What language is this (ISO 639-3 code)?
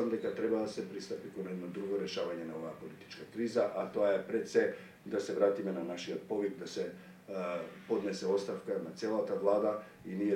mkd